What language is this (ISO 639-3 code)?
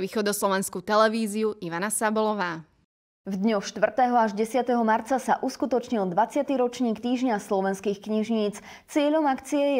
slk